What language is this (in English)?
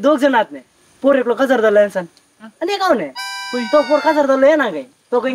Konkani